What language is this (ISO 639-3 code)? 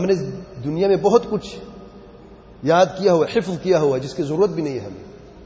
urd